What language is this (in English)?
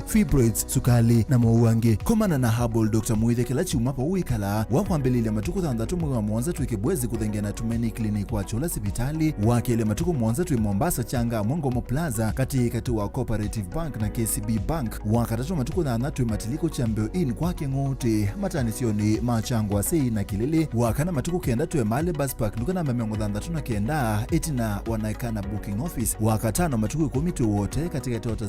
Kamba